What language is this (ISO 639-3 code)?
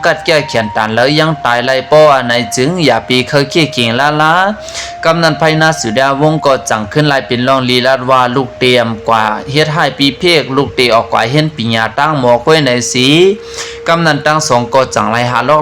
shn